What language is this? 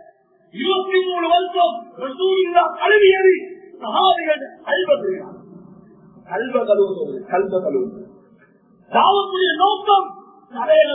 Tamil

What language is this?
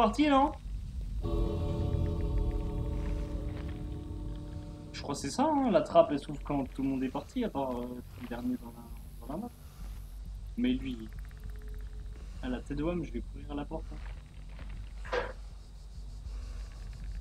French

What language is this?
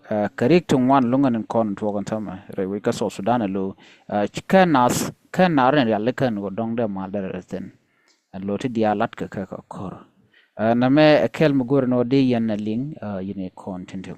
Nuer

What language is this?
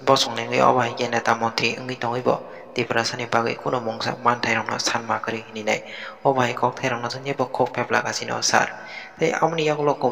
Kok Borok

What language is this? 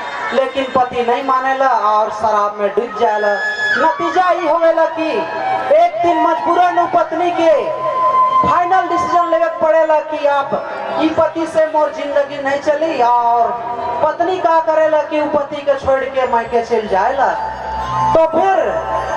Sadri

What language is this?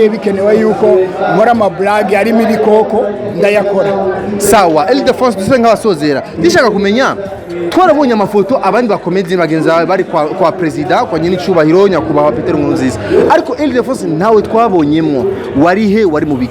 Rundi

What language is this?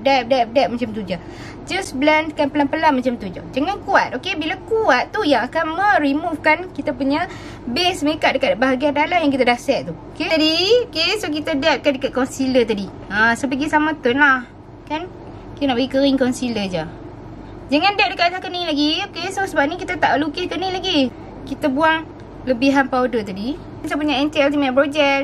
Malay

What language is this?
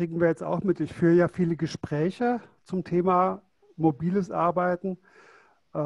German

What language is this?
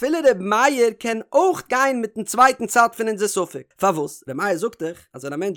Yiddish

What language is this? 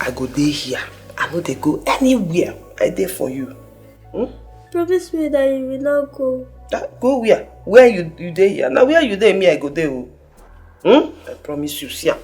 Nigerian Pidgin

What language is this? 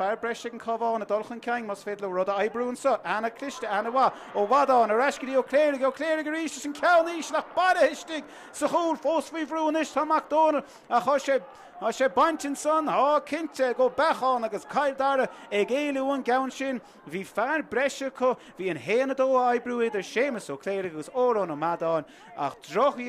Irish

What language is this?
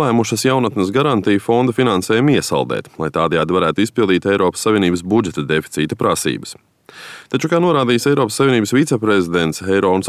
Latvian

